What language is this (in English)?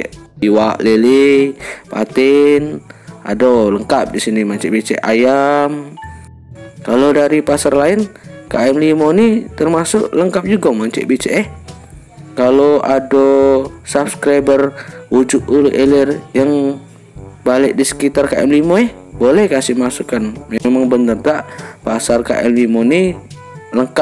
Musi